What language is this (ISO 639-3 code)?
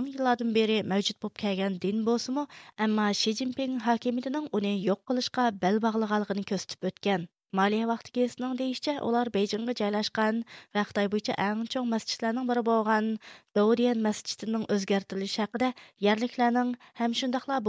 uig